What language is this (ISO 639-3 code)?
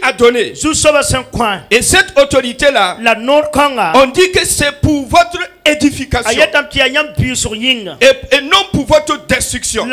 fra